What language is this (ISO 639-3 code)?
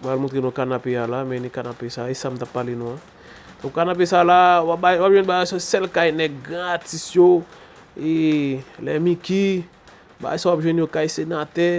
hat